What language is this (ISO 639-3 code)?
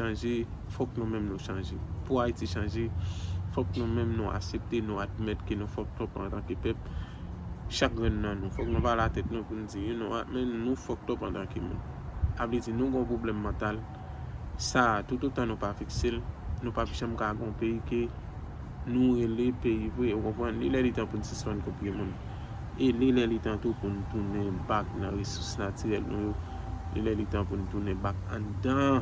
hat